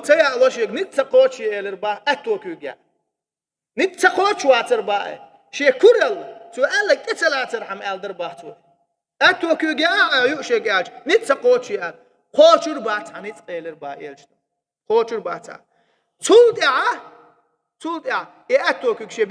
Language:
Chechen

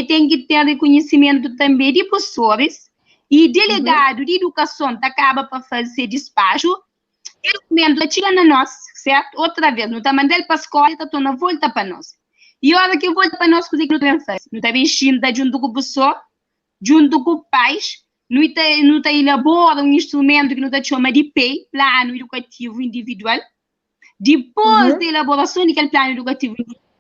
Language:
Kabuverdianu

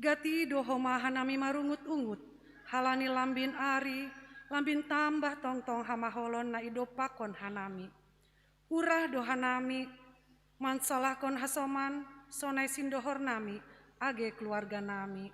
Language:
Batak Simalungun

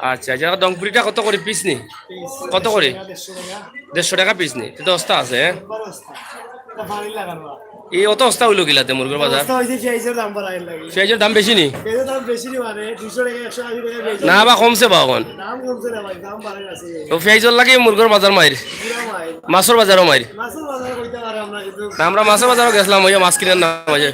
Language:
Sylheti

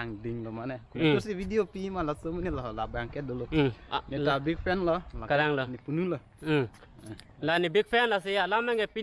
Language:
Karbi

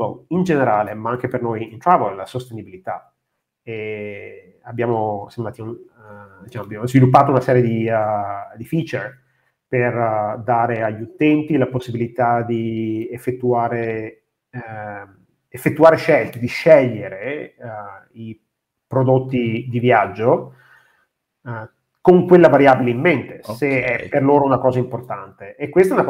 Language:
Italian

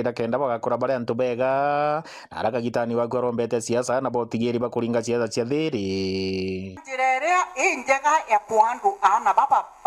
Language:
Meru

